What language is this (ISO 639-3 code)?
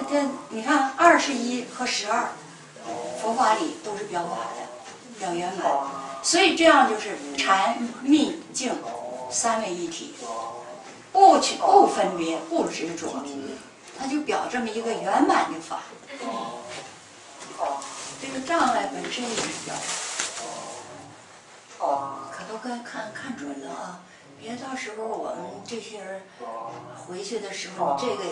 zho